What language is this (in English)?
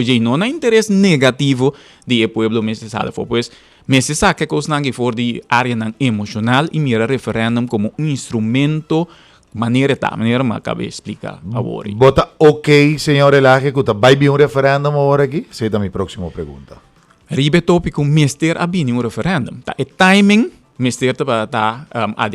Papiamento